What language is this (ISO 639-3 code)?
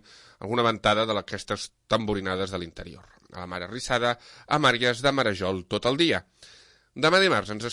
cat